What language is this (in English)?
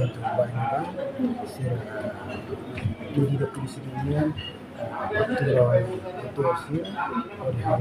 Tetum